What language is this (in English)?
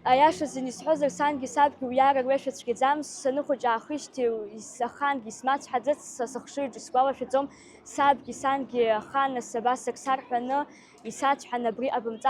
Abkhazian